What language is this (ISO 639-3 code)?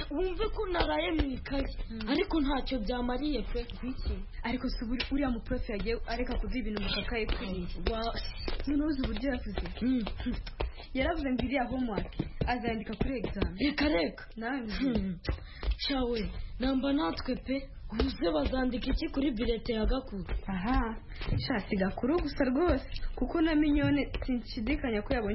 kin